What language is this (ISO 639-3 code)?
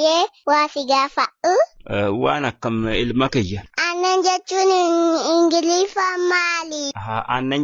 orm